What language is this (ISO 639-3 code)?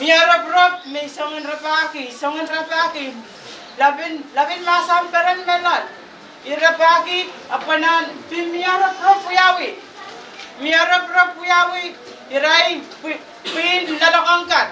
pon